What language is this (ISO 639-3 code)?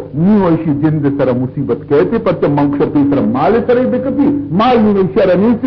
bal